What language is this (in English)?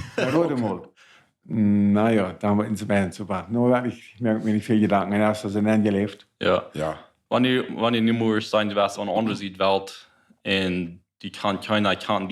Plautdietsch